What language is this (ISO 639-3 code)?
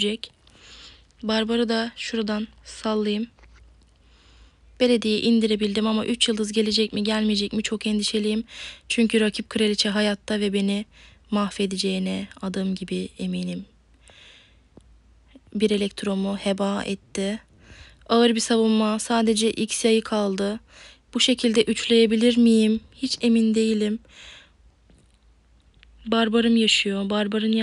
tur